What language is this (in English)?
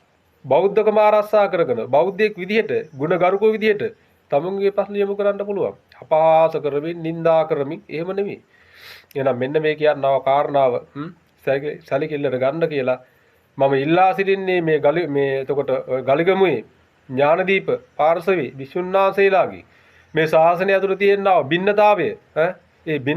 Sinhala